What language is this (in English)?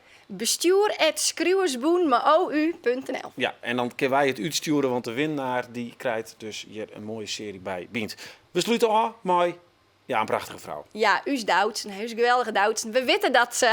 Western Frisian